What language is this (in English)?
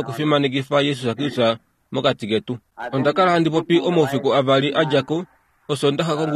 Kuanyama